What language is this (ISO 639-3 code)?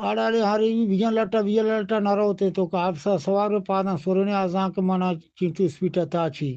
bgp